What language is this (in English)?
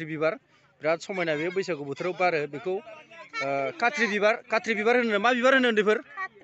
Bodo